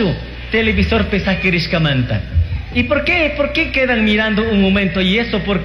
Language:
Chimborazo Highland Quichua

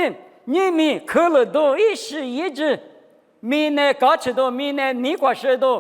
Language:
Lisu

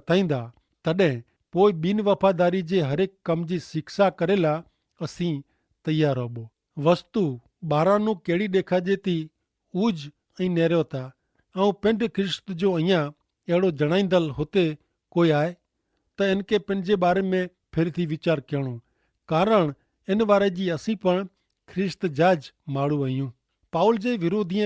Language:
Kachhi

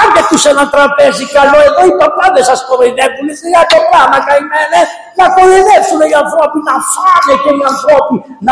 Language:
Greek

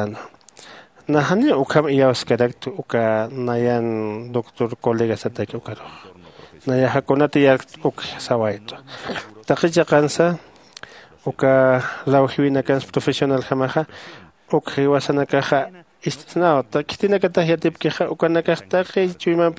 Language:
Aymara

